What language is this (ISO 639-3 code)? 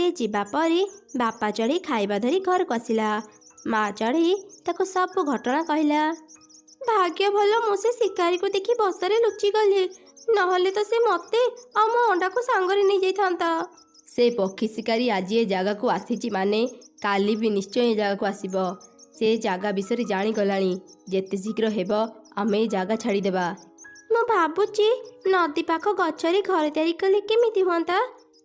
ori